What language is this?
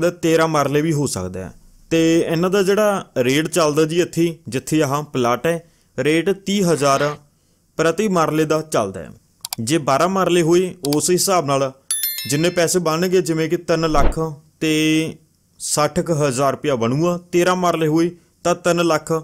Punjabi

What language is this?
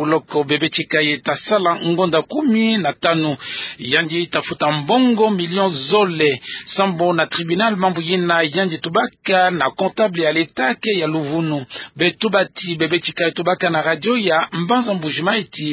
Kituba (Democratic Republic of Congo)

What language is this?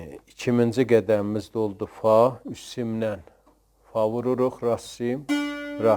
South Azerbaijani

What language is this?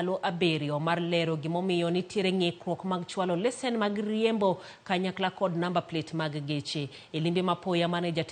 Luo (Kenya and Tanzania)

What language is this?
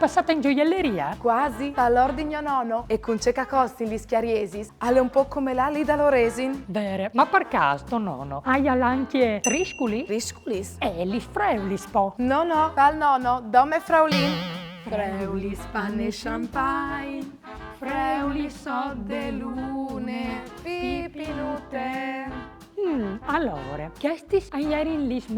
Friulian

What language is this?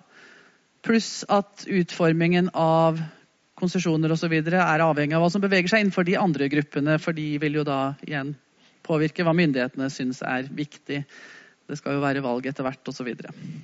Norwegian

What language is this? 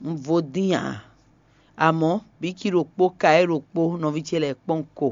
Fon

